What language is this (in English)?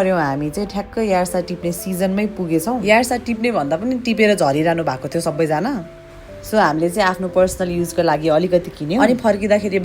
Nepali